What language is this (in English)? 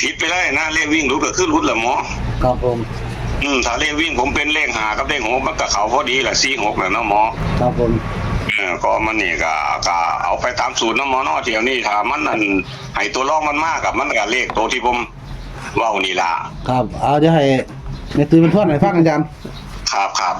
Northeastern Thai